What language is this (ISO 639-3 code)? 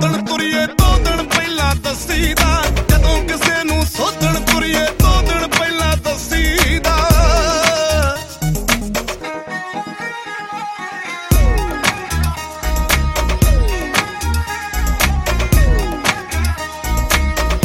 pan